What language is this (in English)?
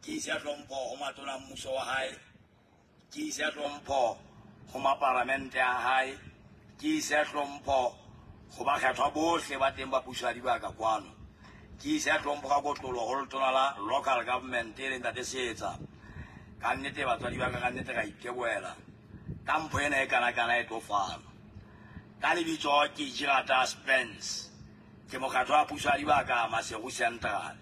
Southern Sotho